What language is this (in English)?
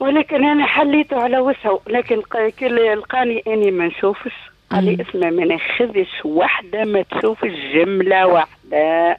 Tunisian Arabic